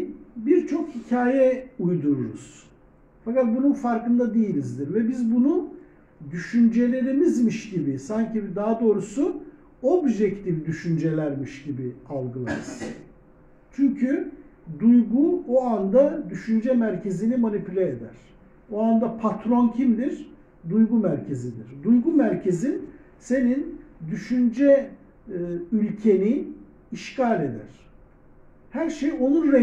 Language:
Turkish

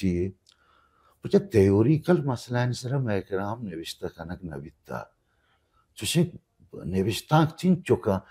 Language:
Baluchi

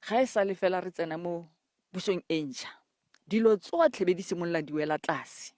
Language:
Tswana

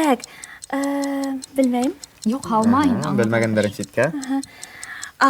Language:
Bashkir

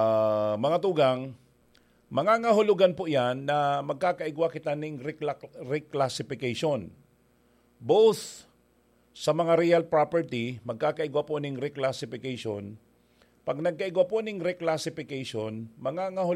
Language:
Bikol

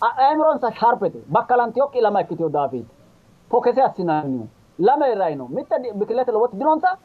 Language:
Sidamo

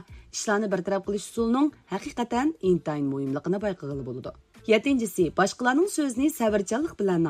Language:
Uyghur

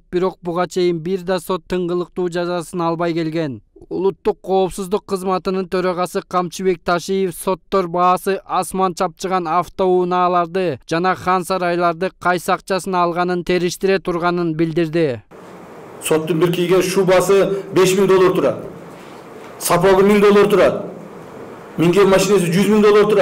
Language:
Kyrgyz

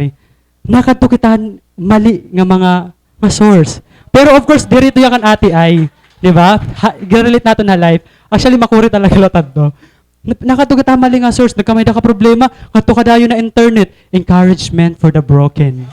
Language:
Waray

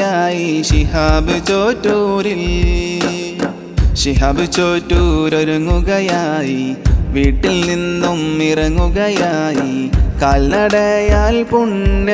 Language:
Malayalam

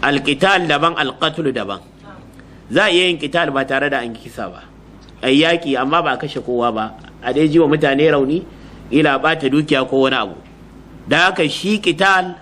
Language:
Hausa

